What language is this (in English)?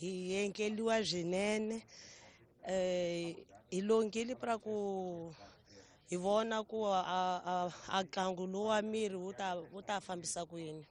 Tsonga